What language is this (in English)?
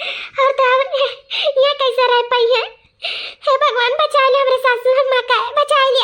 Awadhi